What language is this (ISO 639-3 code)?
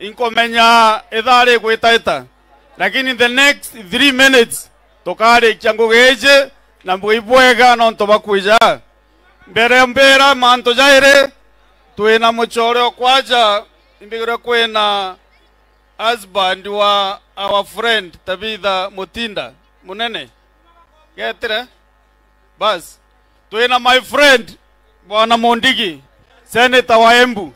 mer